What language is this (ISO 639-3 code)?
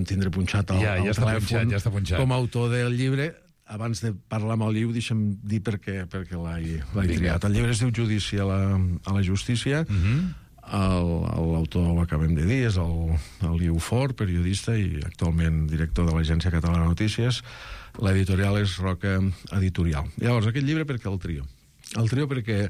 cat